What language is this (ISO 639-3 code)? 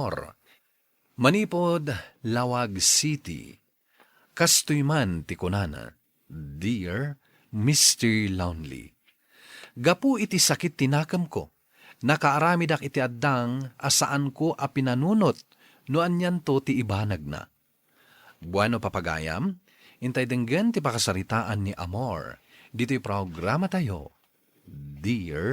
ilo